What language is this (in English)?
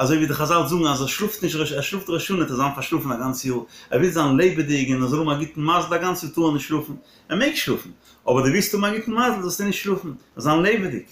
Yiddish